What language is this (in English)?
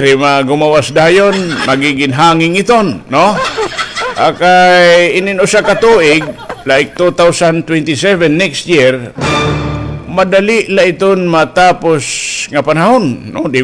Waray